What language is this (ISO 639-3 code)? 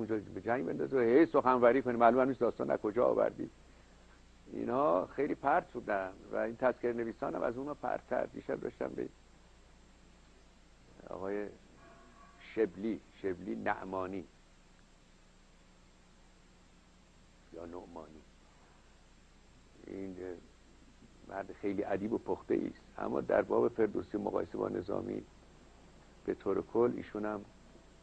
fas